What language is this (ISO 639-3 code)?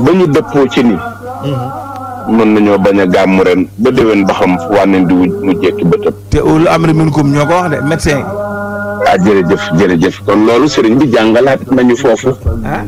wol